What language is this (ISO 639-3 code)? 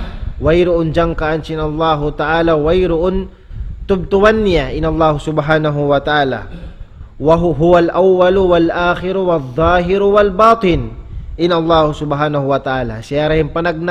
tsg